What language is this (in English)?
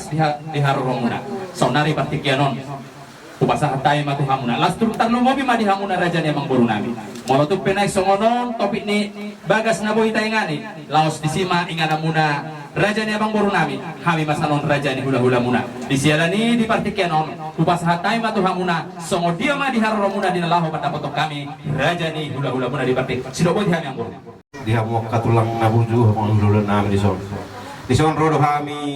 Batak Toba